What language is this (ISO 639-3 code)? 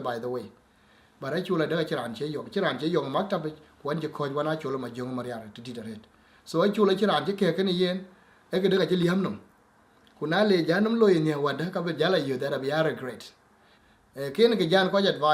din